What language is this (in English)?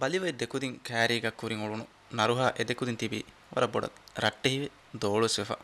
Divehi